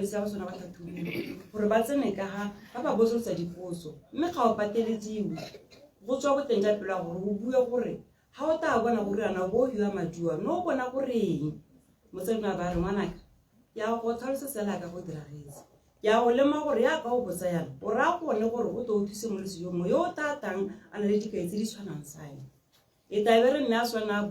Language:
Tswana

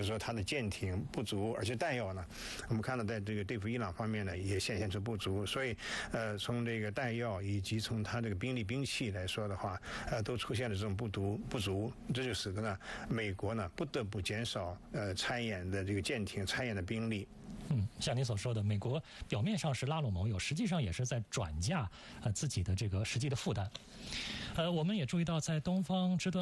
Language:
Chinese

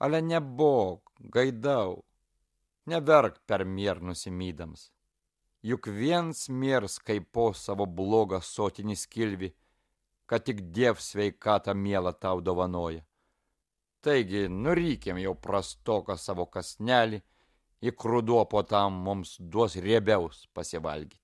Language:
Lithuanian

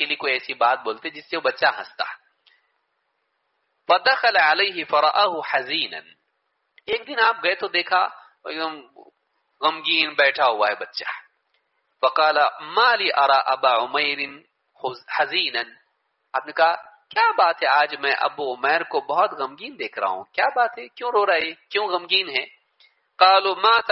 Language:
Urdu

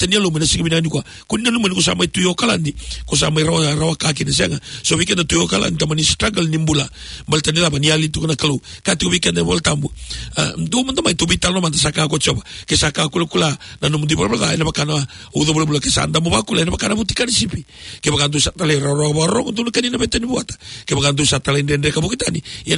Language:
Fijian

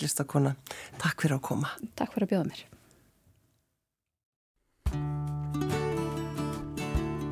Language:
Icelandic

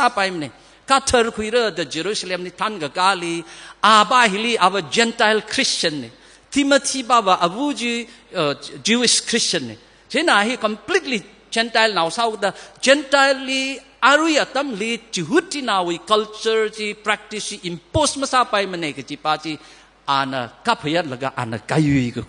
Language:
Tangkhul Naga (India)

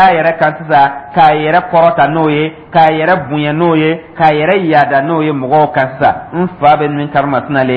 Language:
Dyula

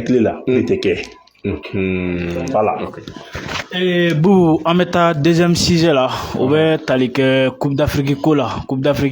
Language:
Bambara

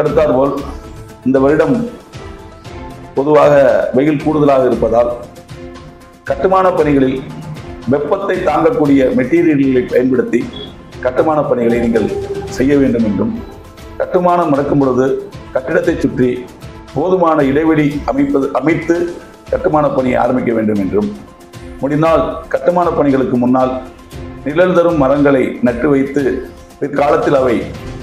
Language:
Tamil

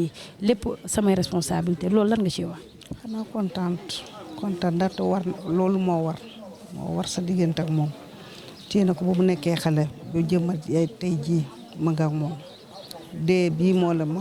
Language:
Wolof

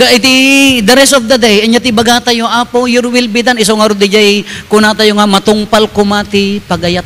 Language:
Iloko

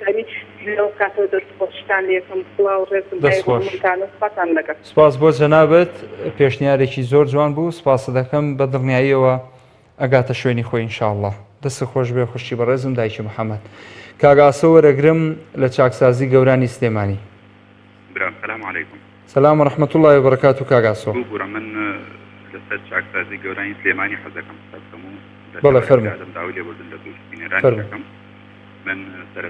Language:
Central Kurdish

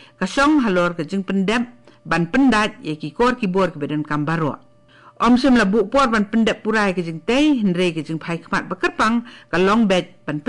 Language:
Khasi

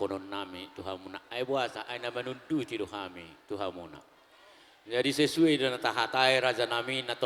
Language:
Batak Toba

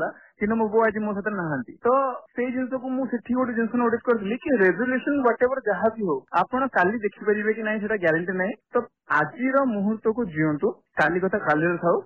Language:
Odia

